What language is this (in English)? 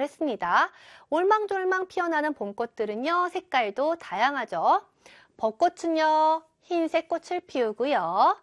Korean